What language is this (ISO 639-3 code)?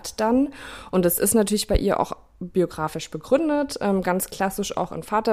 deu